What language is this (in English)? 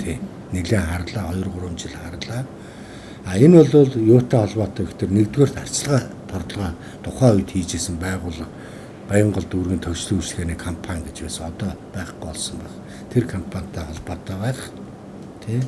Mongolian